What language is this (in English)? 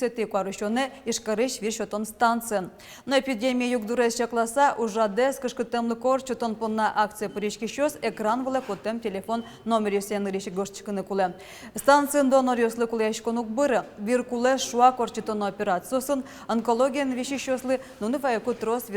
Udmurt